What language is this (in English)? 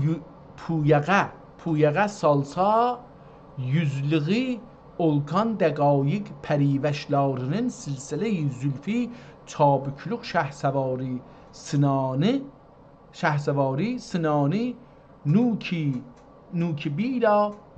South Azerbaijani